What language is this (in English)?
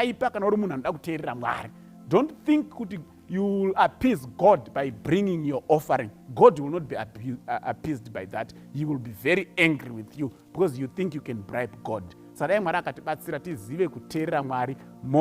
Shona